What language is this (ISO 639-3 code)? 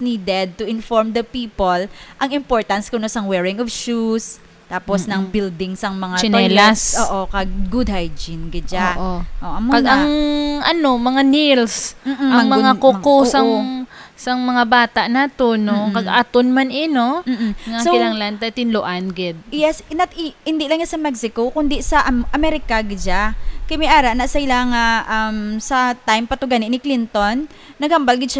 hil